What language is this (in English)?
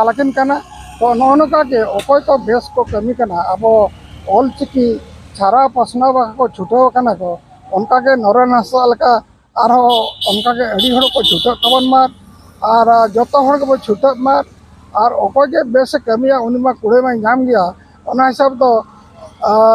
Santali